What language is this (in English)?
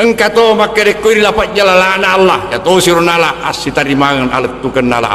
Buginese